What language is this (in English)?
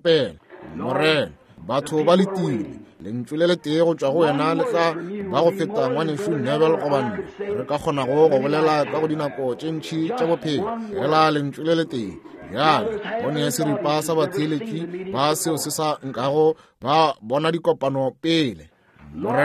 Northern Sotho